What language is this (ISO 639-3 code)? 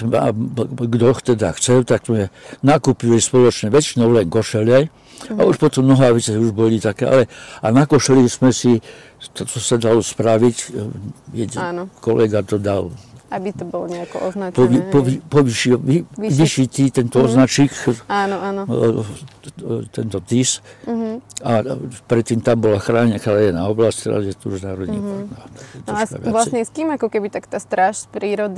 slk